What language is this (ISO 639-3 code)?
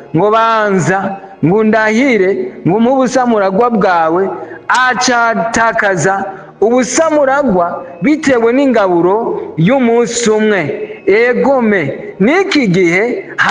run